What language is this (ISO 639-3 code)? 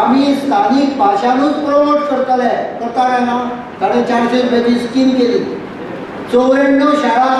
kok